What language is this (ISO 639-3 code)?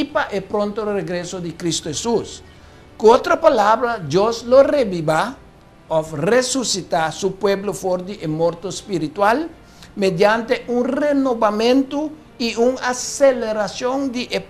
pap